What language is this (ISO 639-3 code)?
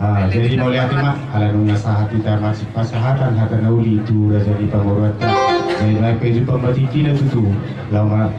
bbc